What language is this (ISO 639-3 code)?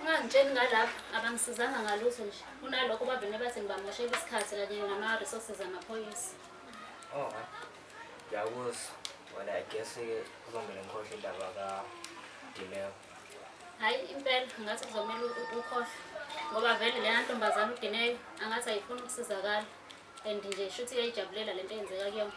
zul